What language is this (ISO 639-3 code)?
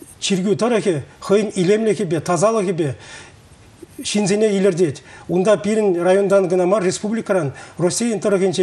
chv